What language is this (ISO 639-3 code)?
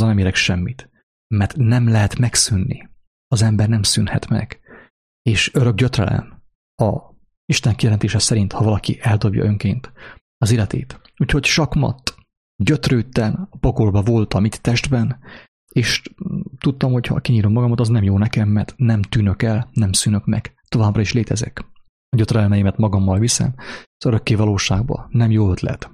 hun